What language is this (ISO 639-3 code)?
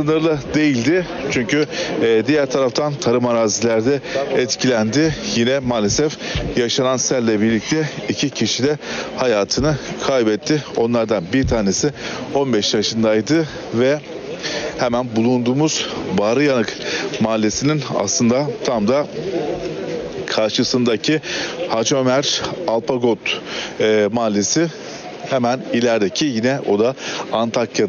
tur